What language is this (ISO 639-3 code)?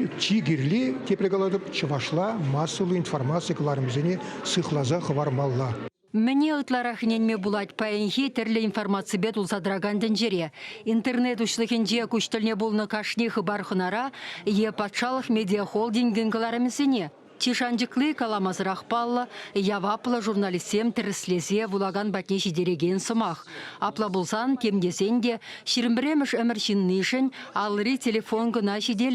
chv